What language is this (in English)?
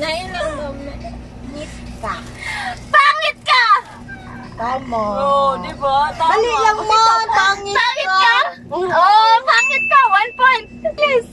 Cebuano